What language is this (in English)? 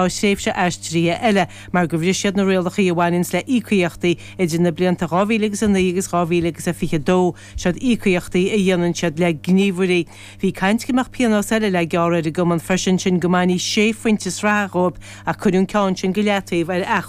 Irish